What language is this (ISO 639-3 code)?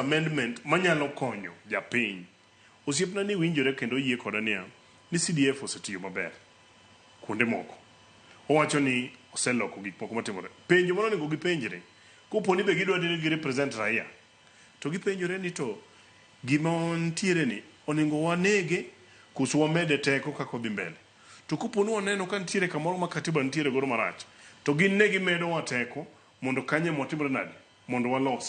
luo